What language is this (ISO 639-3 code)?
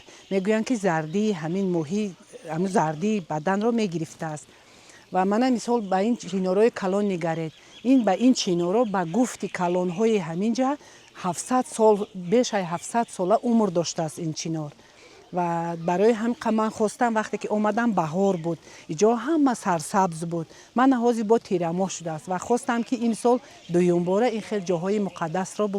tgk